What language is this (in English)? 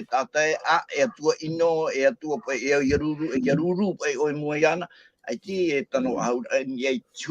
Tahitian